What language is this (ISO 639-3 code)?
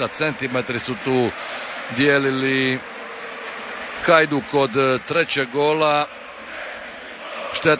hrv